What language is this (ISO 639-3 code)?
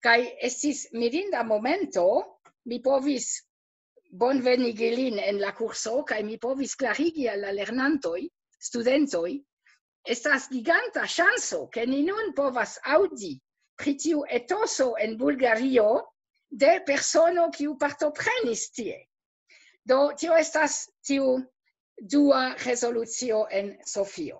epo